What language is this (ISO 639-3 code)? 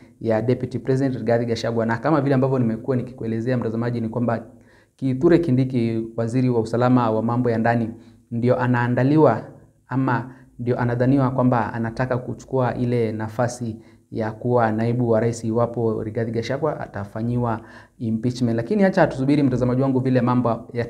swa